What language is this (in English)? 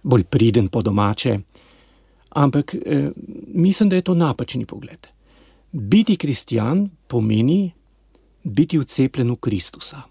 Slovenian